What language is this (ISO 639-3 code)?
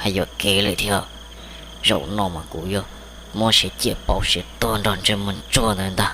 hmn